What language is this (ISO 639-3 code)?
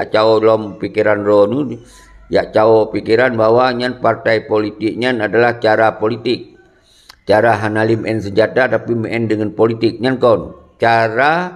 ace